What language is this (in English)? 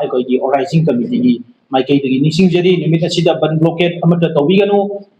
Manipuri